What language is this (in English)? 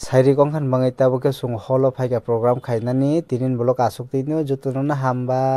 Kok Borok